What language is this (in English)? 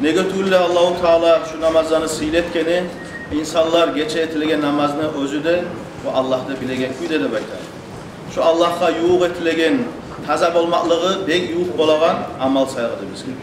Kumyk